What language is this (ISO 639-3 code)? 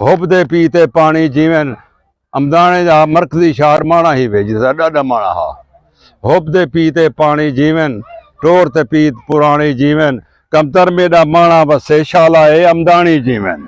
skr